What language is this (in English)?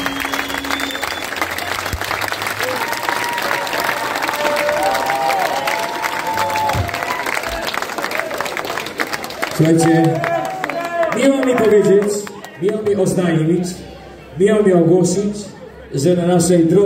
Polish